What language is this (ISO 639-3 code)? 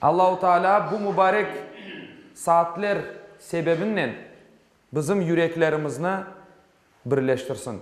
crh